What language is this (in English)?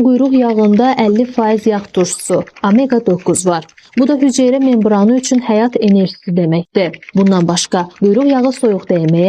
Azerbaijani